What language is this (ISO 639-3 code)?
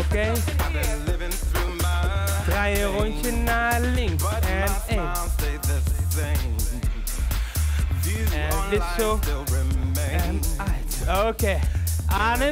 nld